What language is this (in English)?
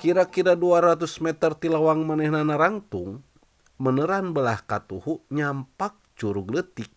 Sundanese